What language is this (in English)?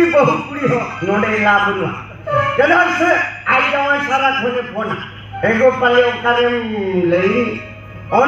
Santali